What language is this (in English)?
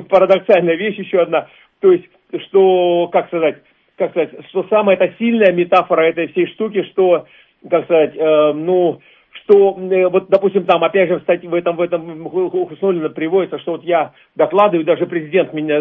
Russian